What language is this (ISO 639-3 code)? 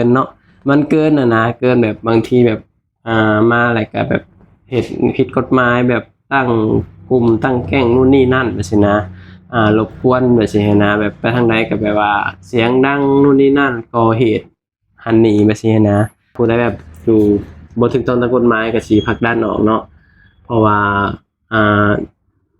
lao